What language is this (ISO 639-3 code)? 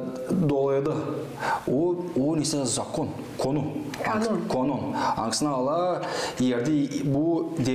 gag